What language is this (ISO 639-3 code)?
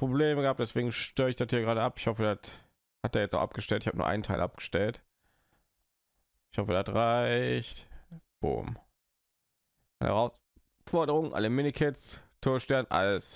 deu